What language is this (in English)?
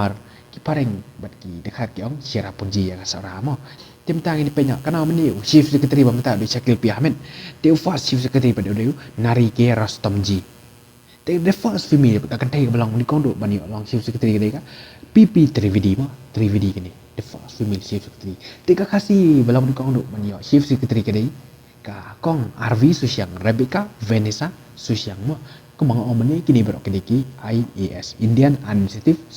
Khasi